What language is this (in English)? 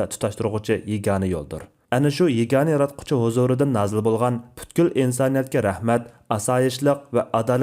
Uyghur